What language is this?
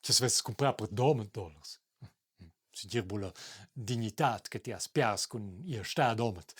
Romansh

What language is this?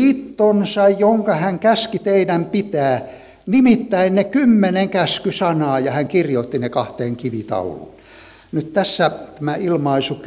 Finnish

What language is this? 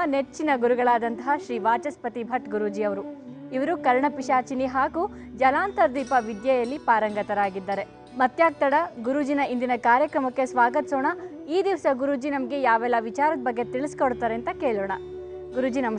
Kannada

